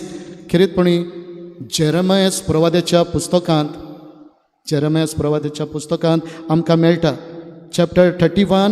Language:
Konkani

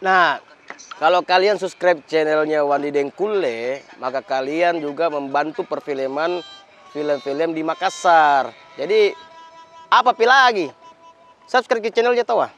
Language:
Makassar Malay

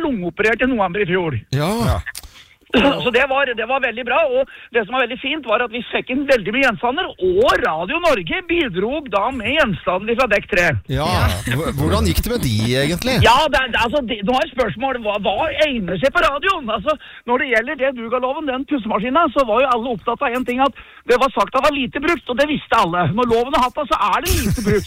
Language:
Norwegian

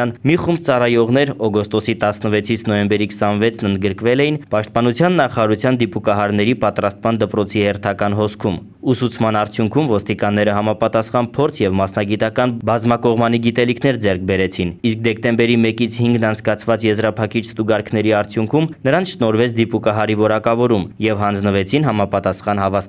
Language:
Armenian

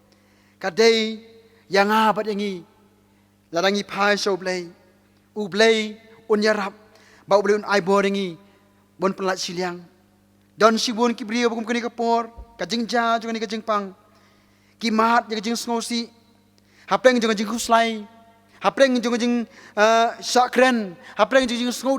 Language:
Khasi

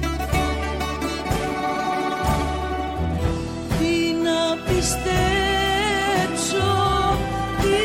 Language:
Greek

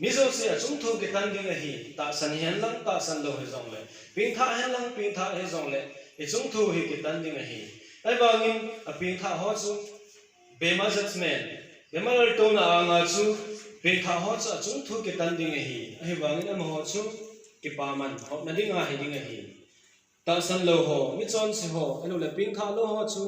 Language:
Thado Chin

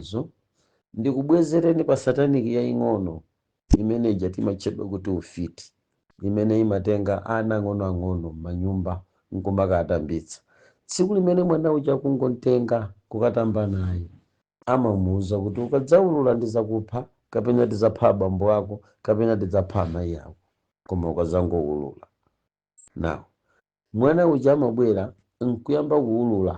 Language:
Nyanja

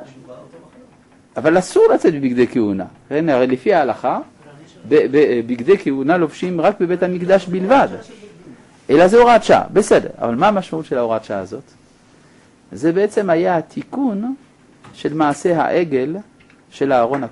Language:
Hebrew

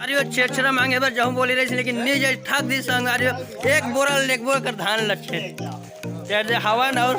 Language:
Chhattisgarhi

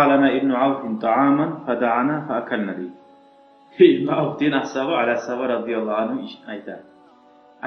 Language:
Kumyk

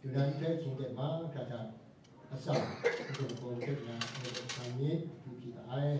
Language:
Kachin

